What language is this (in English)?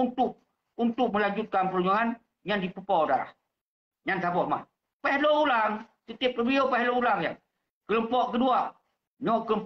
Achinese